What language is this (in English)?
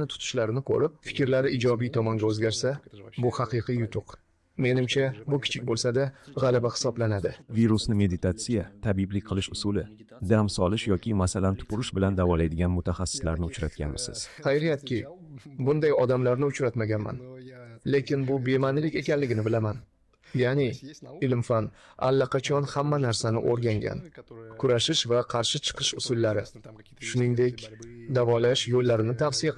Uzbek